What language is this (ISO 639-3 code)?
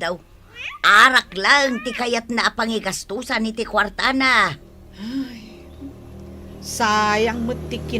ilo